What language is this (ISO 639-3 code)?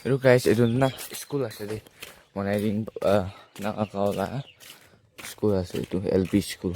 nag